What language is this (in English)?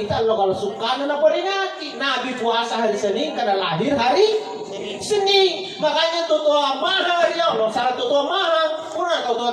Makasar